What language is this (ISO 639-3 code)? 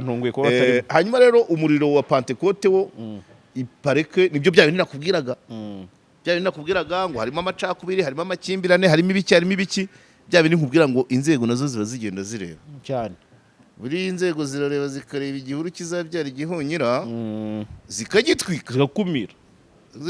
kin